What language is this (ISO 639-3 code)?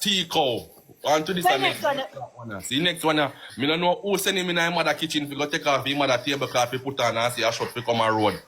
jam